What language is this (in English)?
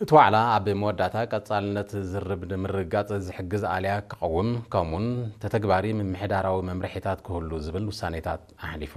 Tigrinya